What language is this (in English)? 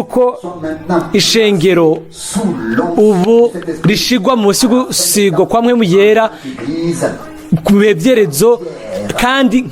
Rundi